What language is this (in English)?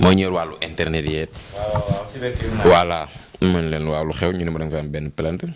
Wolof